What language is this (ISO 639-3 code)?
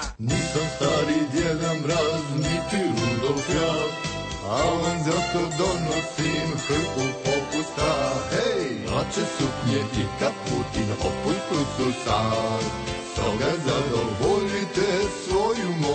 hrv